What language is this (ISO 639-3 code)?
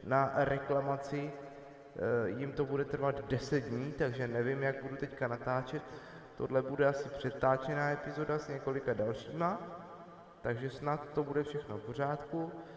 ces